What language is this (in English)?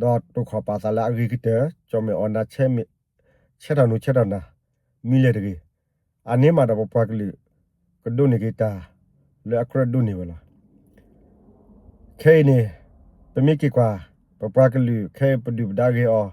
S'gaw Karen